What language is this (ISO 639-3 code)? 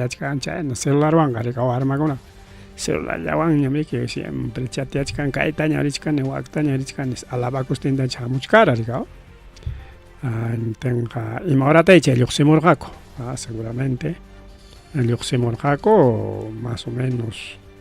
quy